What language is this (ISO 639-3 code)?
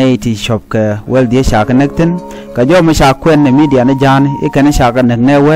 nus